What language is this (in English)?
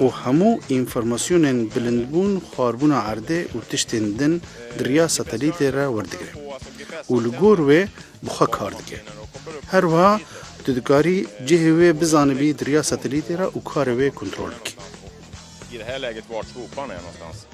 Kurdish